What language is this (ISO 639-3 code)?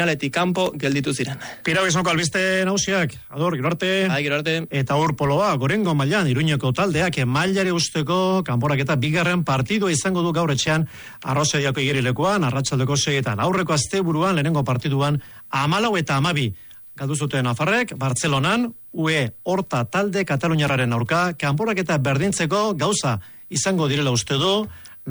eus